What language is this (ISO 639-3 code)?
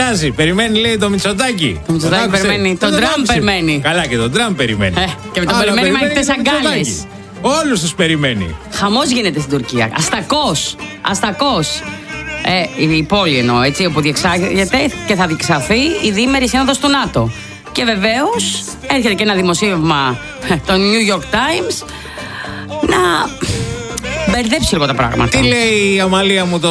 ell